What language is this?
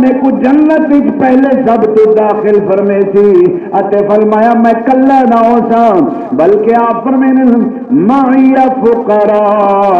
Saraiki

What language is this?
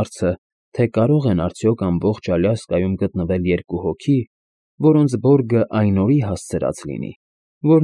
Armenian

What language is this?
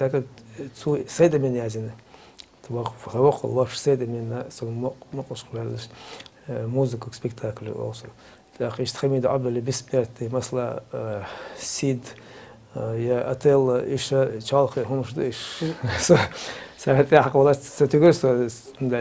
Chechen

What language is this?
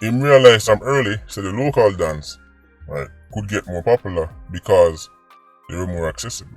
Jamaican Creole English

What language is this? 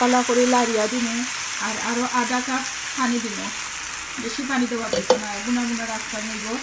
Sylheti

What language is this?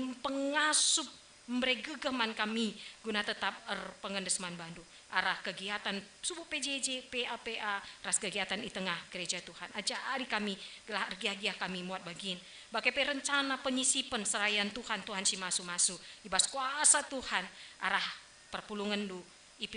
Batak Karo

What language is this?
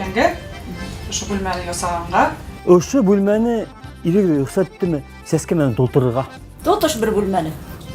Bashkir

